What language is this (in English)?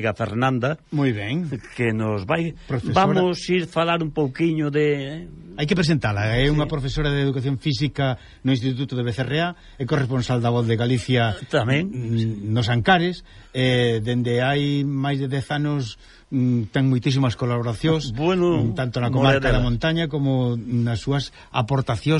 Galician